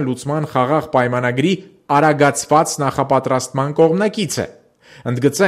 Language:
Armenian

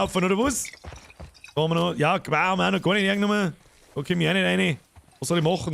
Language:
Bavarian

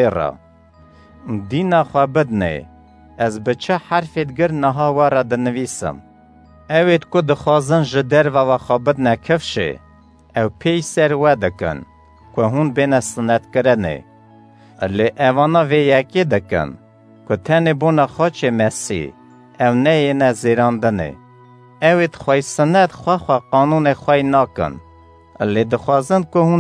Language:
Kurdish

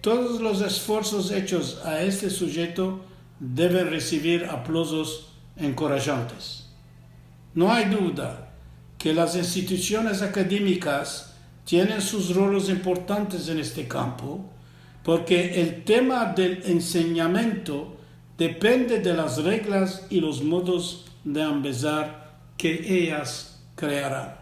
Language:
Ladino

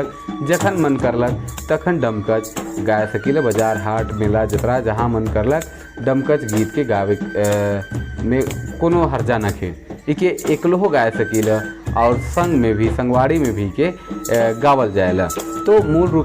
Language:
Sadri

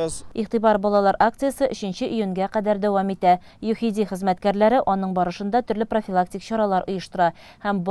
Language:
Tatar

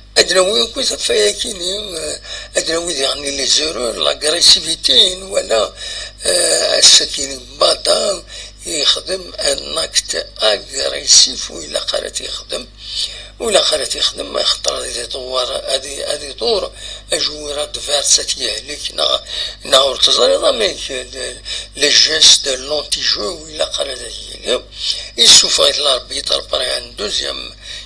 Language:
Kabyle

